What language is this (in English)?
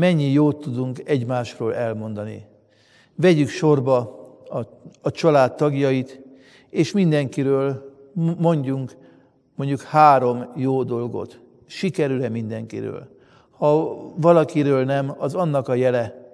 Hungarian